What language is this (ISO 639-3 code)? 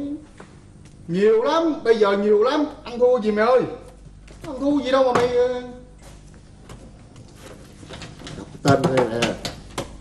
vie